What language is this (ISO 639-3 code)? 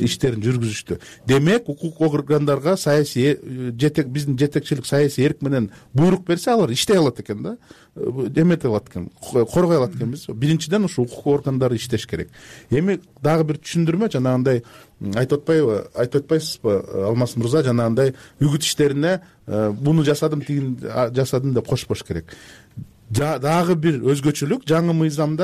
kir